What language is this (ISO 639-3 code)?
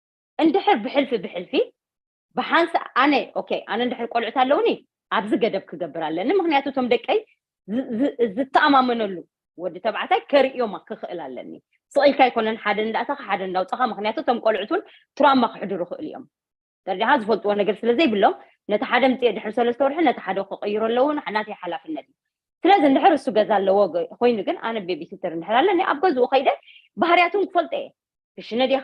tir